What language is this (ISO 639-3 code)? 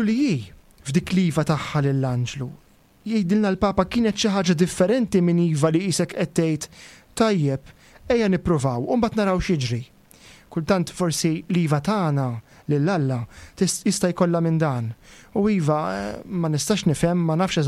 mlt